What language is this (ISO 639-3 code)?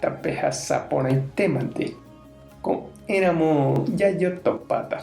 grn